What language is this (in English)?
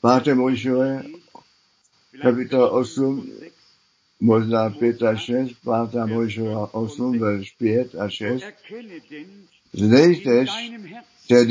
Czech